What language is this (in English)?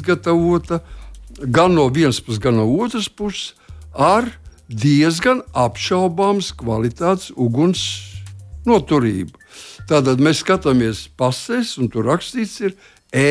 Latvian